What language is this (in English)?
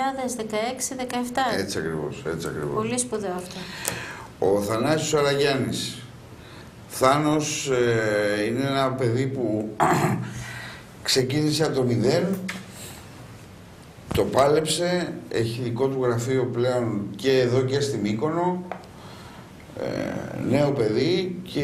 Greek